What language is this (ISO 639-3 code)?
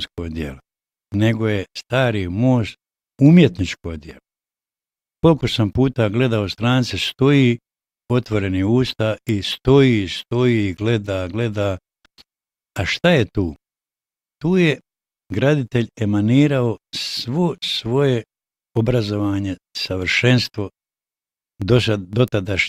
bos